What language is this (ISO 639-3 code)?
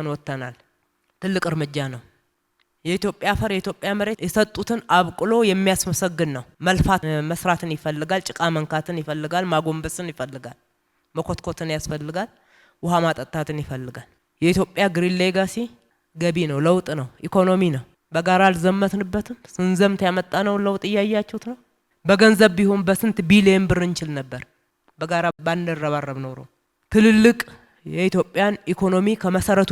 amh